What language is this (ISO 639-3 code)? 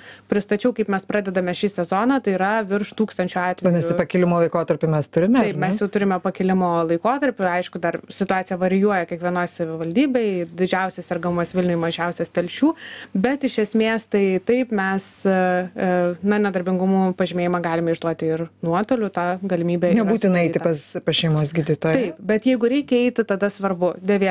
lit